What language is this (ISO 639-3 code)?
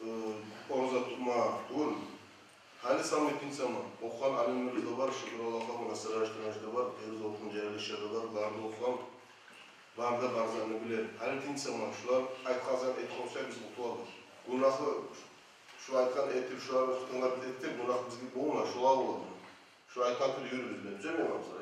kum